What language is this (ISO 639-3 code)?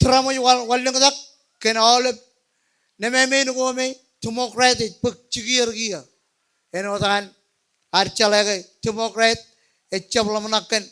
mah